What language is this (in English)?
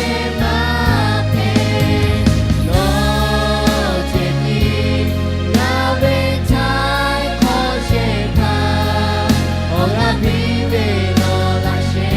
Lahu